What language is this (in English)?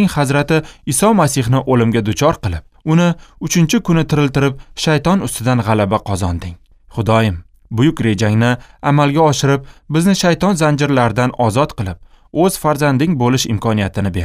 Uzbek